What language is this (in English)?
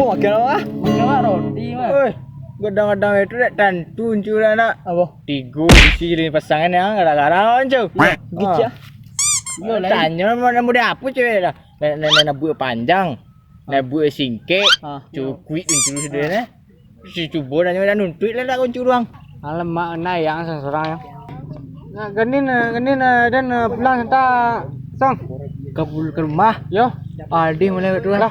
Minangkabau